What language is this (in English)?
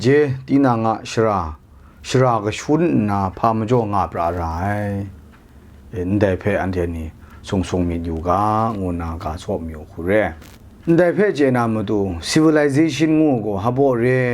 Kachin